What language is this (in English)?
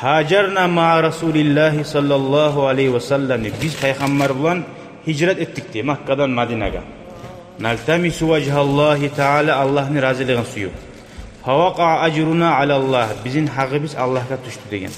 Kumyk